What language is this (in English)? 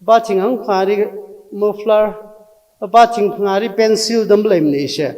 Tangkhul Naga (India)